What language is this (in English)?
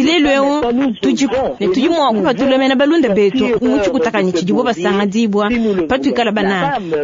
Luba-Lulua